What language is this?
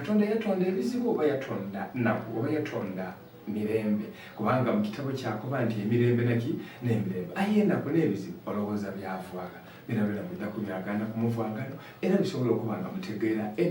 Soga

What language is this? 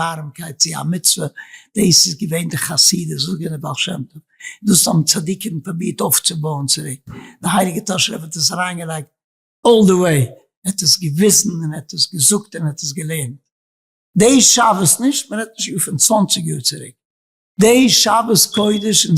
Yiddish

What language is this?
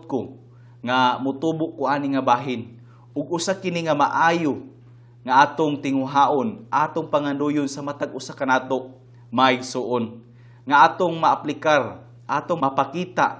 Cebuano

